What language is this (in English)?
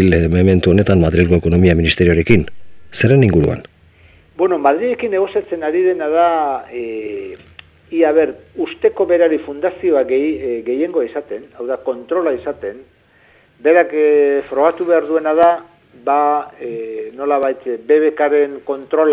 Basque